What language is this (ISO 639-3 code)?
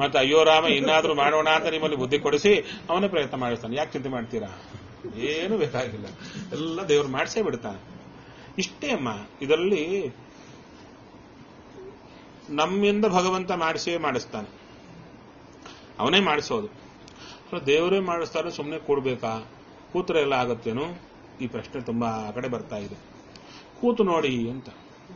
kan